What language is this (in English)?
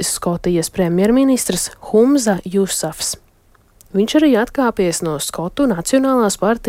Latvian